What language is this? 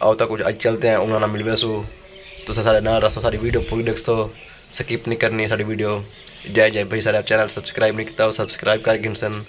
Saraiki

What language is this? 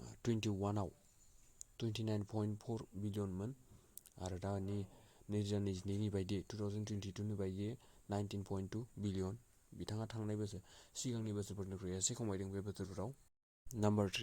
Bodo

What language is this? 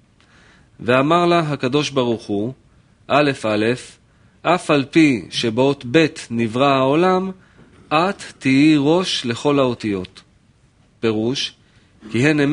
Hebrew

